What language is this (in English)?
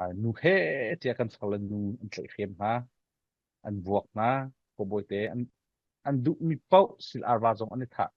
Falam Chin